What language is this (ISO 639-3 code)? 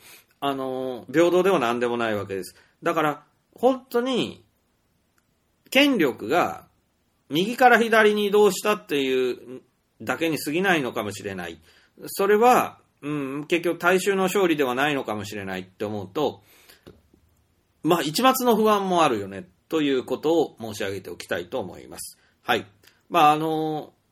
jpn